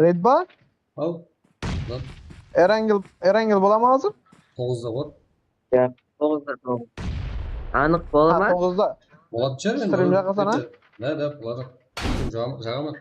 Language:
Kara-Kalpak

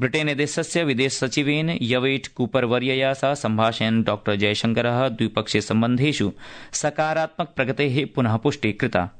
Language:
Sanskrit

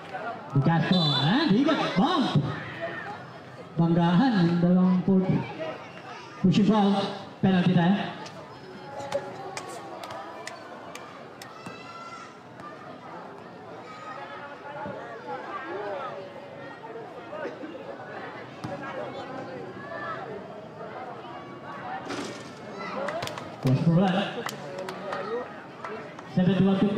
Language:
Filipino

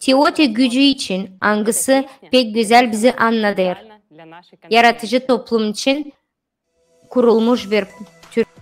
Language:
Gagauz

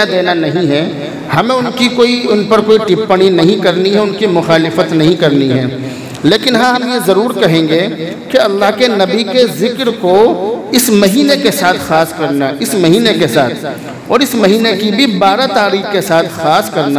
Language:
Urdu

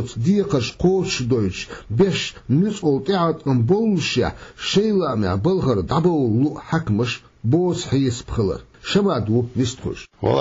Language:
Chechen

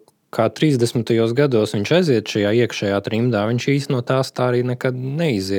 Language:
Latvian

